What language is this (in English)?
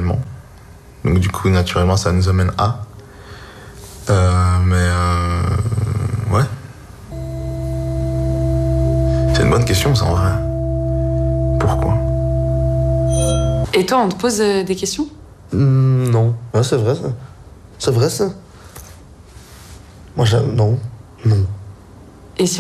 French